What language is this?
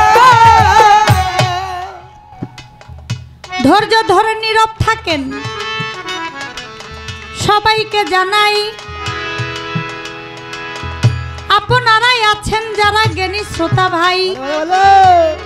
Bangla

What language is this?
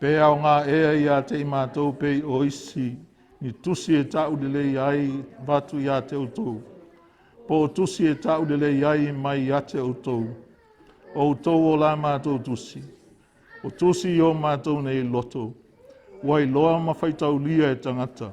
Samoan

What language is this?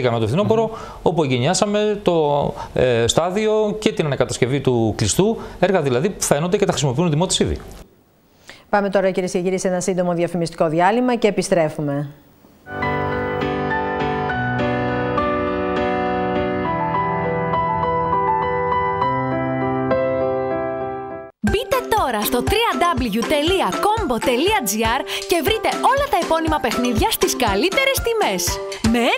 Greek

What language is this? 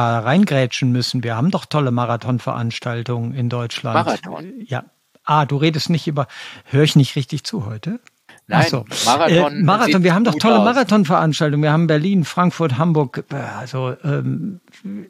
German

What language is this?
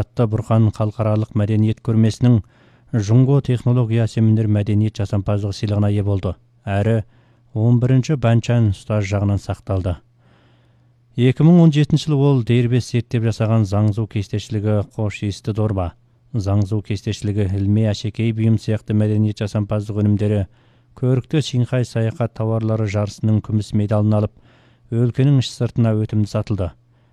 Kazakh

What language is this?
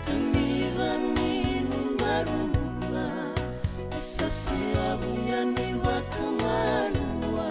Fijian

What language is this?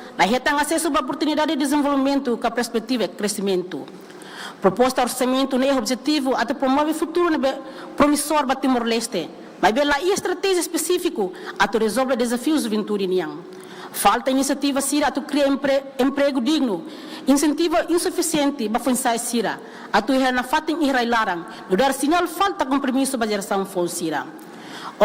Tetum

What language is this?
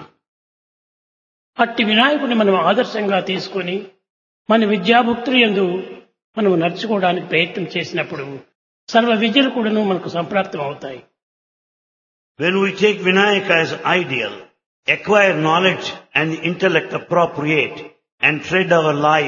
Telugu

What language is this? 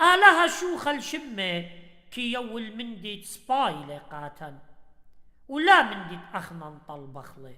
Assyrian Neo-Aramaic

